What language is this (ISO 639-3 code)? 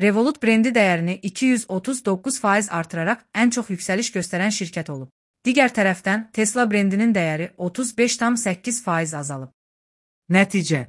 aze